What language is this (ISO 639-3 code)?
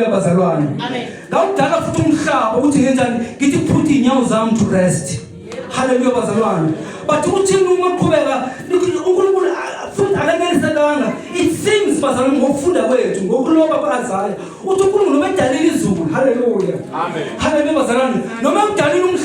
zul